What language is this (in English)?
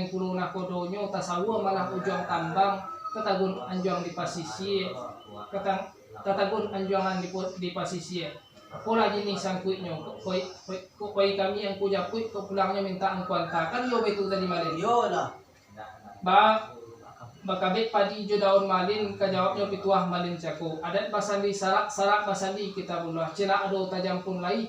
Minangkabau